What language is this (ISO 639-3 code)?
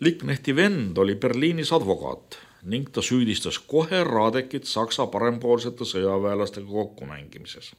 est